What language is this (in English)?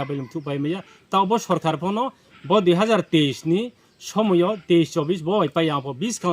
Riang (India)